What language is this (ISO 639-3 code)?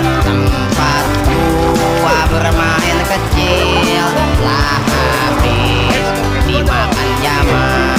bew